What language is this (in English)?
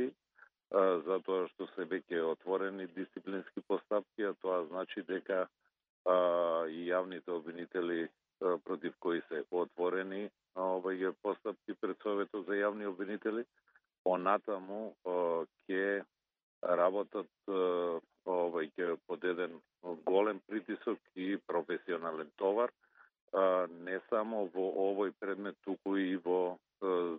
Macedonian